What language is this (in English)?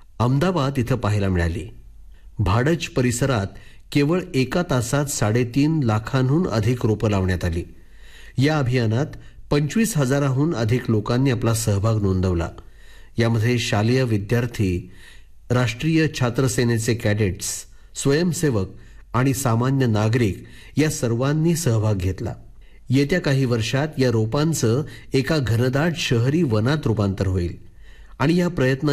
Marathi